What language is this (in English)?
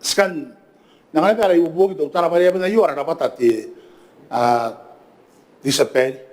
Gilbertese